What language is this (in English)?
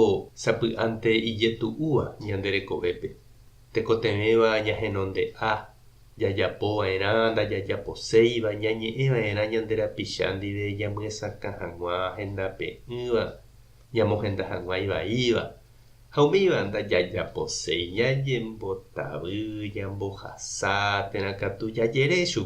Guarani